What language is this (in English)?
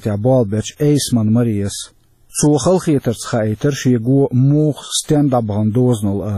Chechen